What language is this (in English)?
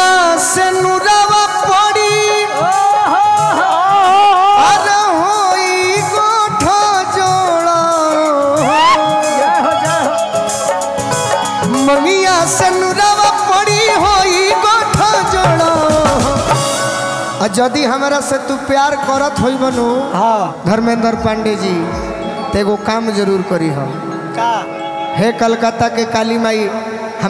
Bhojpuri